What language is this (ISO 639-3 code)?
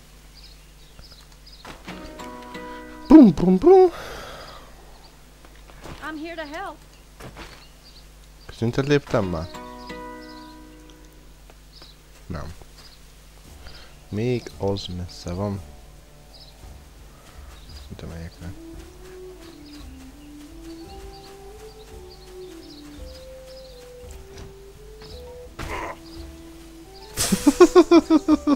hun